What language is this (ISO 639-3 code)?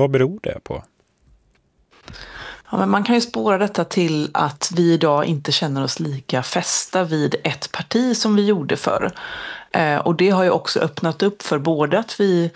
swe